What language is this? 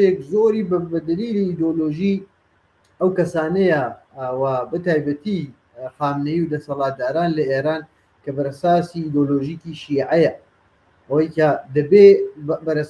Central Kurdish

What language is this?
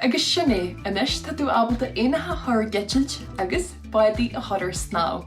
Irish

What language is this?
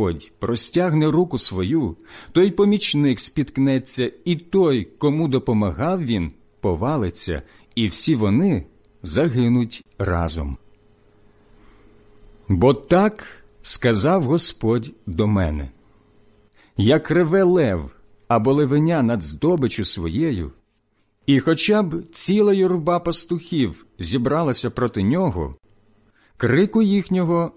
Ukrainian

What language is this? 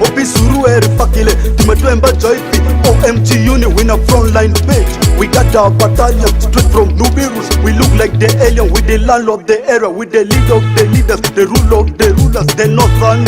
Ma'di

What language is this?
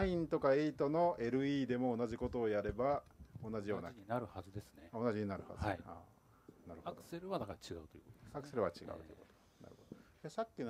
Japanese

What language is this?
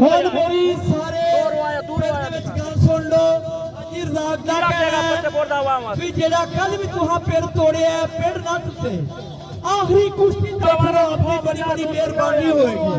Saraiki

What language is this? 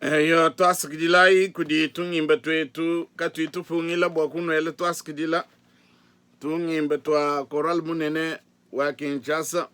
Luba-Lulua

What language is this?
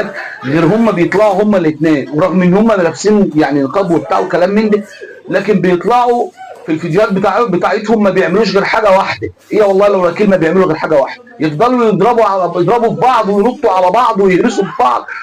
Egyptian Arabic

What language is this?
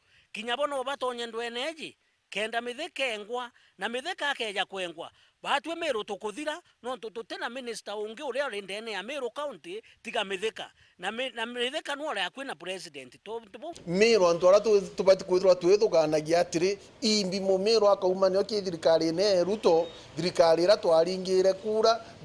Meru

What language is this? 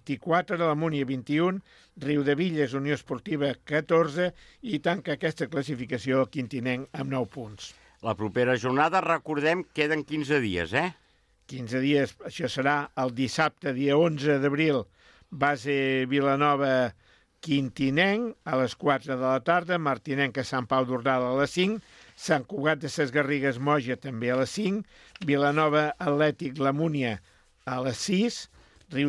Catalan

